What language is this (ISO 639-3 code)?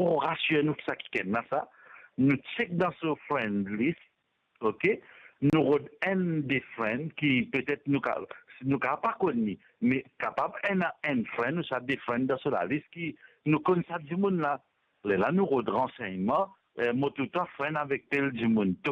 mfe